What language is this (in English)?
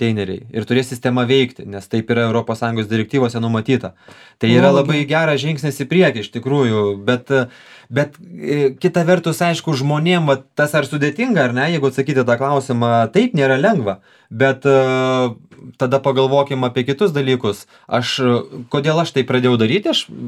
Lithuanian